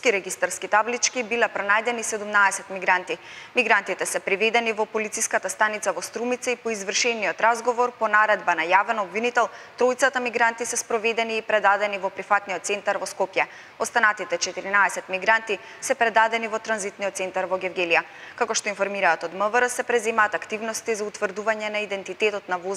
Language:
Macedonian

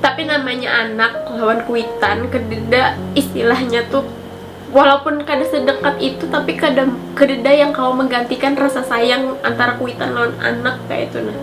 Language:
Banjar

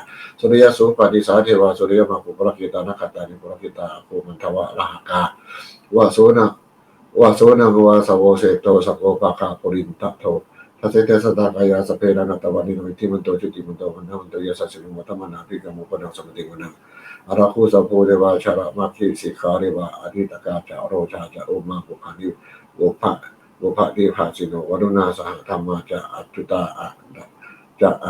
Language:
Pali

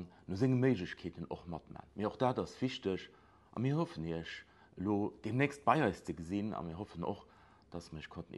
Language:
Luxembourgish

